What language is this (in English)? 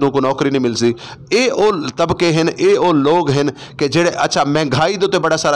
Saraiki